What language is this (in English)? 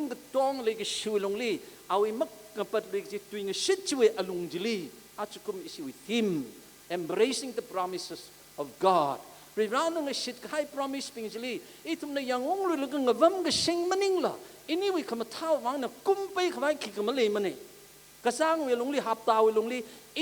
Tangkhul Naga (India)